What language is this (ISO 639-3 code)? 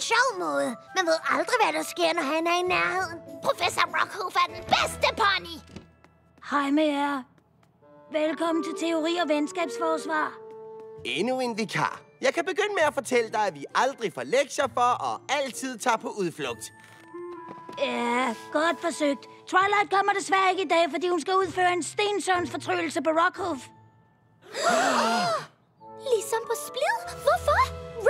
dan